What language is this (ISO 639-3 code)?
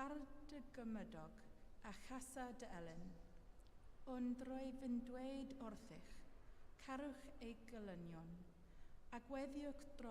cym